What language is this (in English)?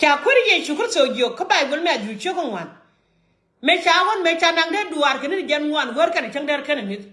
Nuer